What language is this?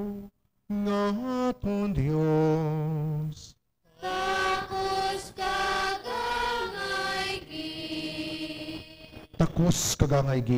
Hiligaynon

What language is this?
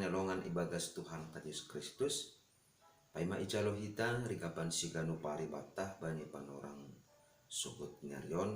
Batak Simalungun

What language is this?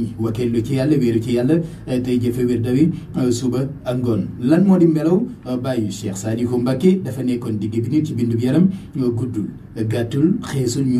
Wolof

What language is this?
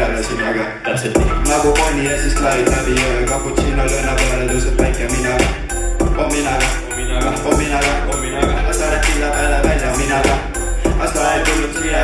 Estonian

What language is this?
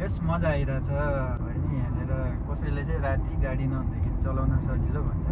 Nepali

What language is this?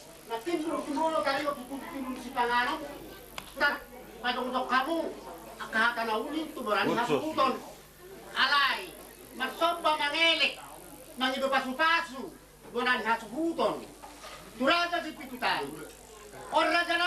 Batak Toba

